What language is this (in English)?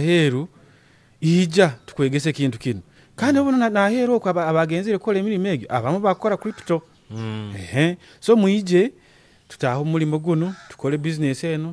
Nyoro